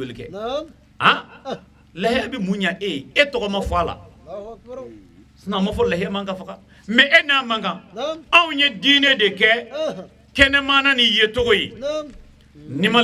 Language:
Bambara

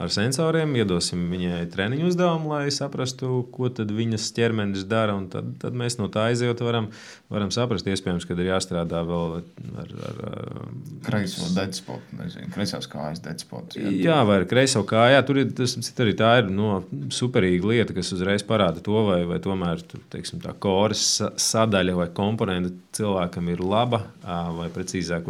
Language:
Latvian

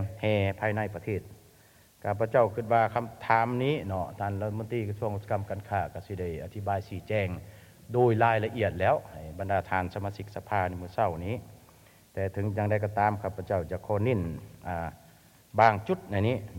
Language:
Lao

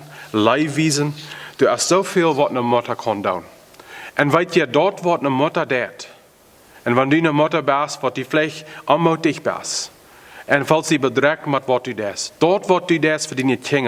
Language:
Plautdietsch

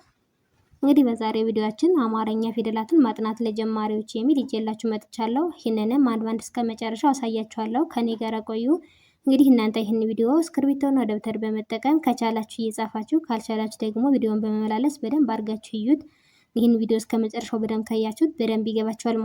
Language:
Amharic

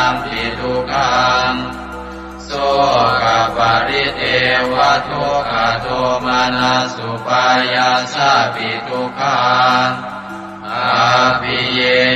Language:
Pali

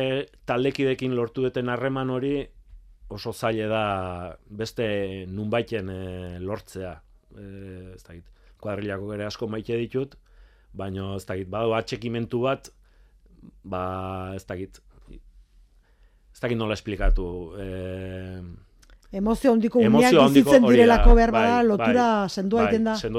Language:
Basque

